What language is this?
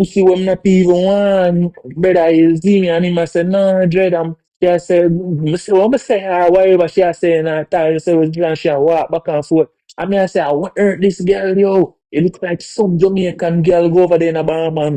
Jamaican Creole English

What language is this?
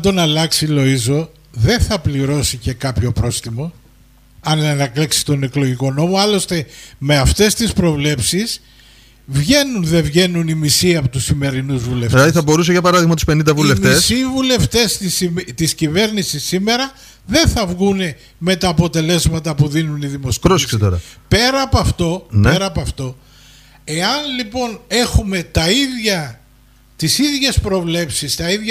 Greek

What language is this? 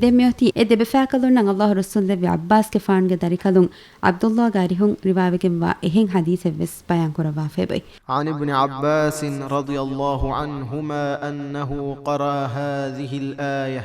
Divehi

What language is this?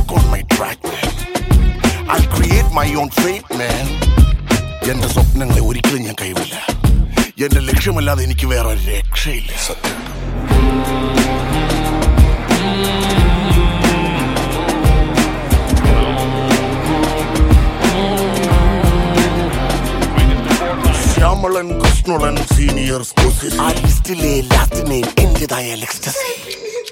Malayalam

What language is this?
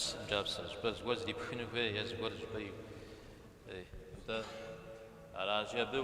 Kabardian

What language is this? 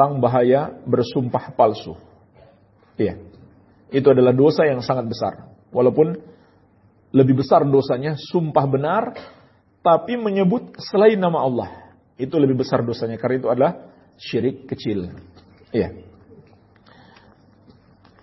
Indonesian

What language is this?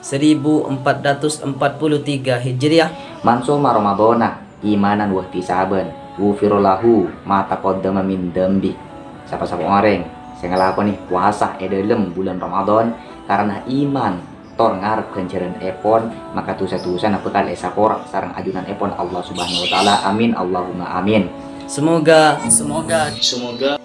Madurese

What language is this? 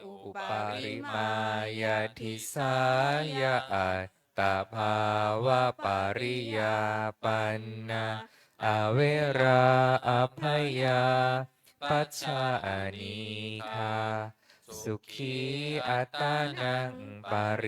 Pali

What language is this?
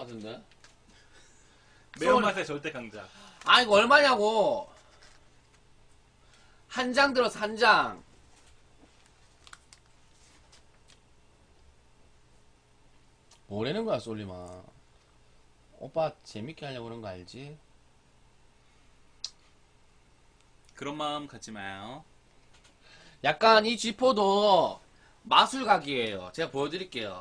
Korean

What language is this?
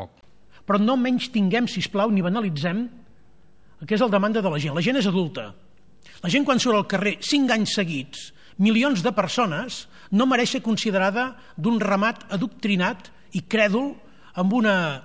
Catalan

